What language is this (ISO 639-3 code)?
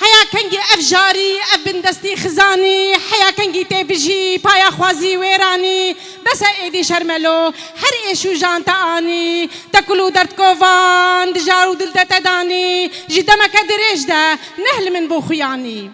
kur